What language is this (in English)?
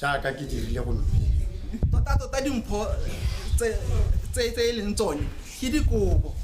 Tswana